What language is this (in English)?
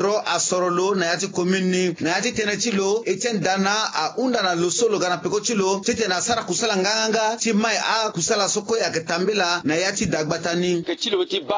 Sango